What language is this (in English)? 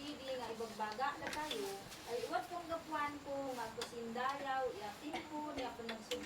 Isnag